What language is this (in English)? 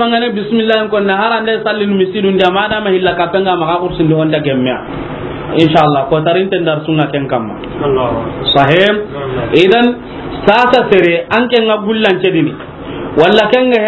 Soninke